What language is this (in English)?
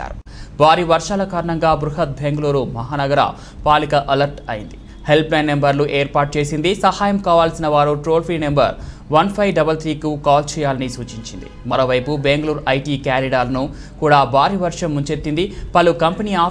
Telugu